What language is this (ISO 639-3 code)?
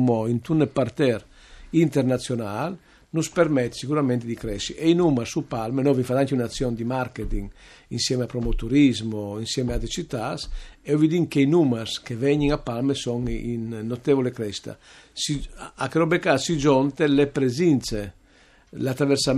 fur